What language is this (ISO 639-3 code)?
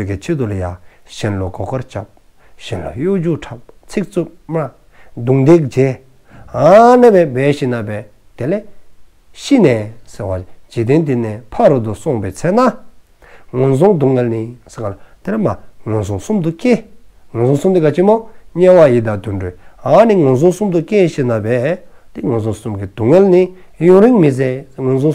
dzo